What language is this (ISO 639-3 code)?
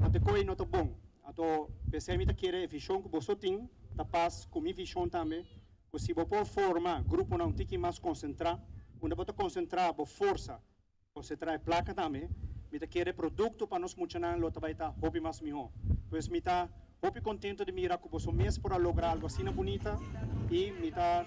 pap